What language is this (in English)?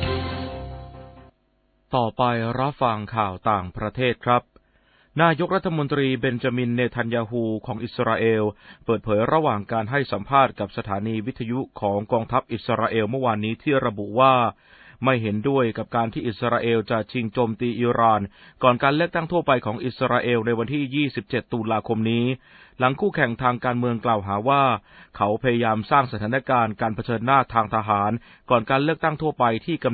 Thai